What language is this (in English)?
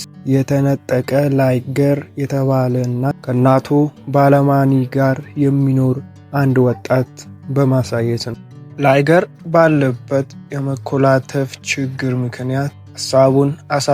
Amharic